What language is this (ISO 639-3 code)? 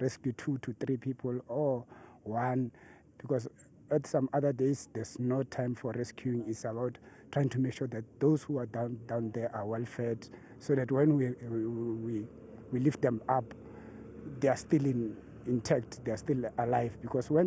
zul